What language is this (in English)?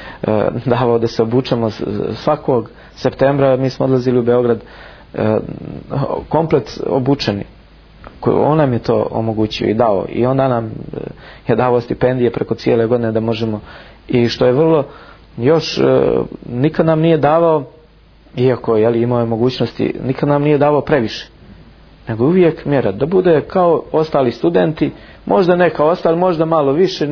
Bosnian